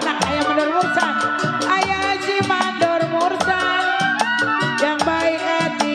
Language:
Betawi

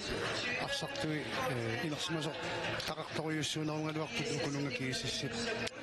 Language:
Kalaallisut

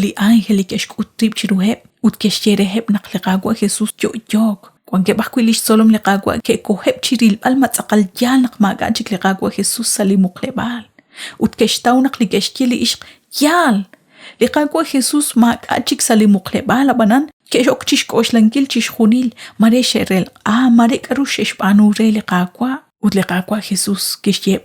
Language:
Kekchí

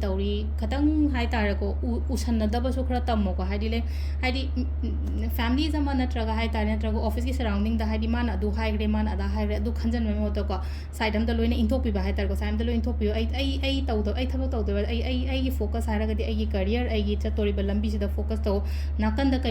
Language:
Manipuri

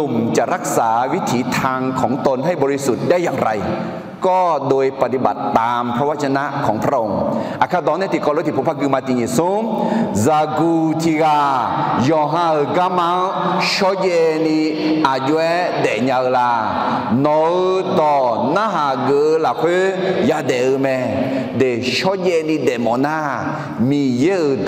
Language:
Akha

